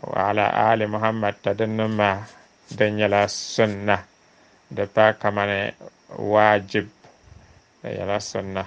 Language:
Dagbani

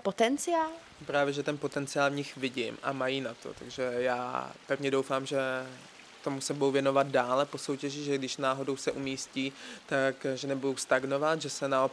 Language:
Czech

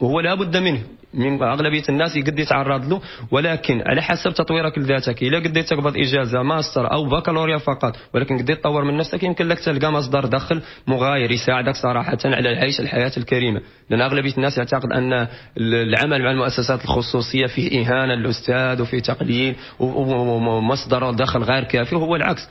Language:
Moroccan Arabic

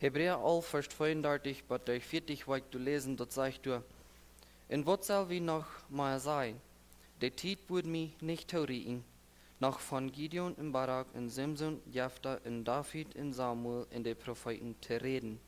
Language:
Plautdietsch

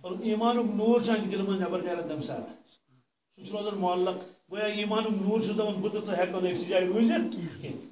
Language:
Kashmiri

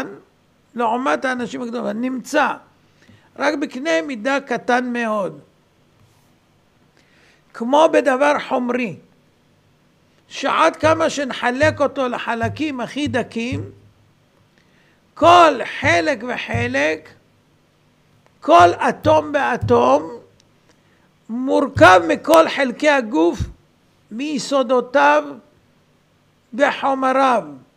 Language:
Hebrew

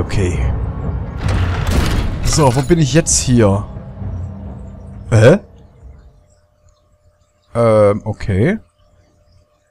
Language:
German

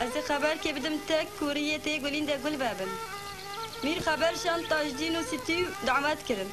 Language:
Kurdish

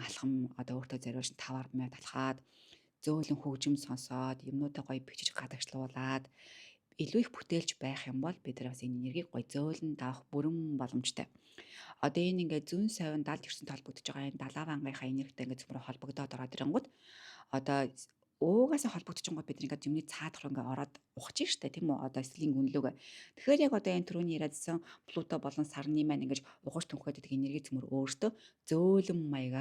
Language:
Mongolian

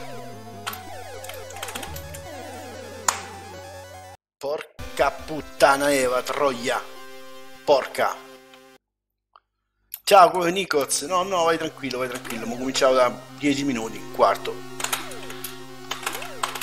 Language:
Italian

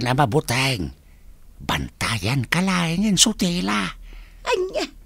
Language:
Iloko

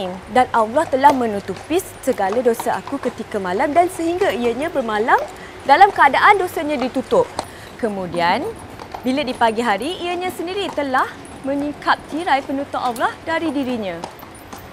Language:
Malay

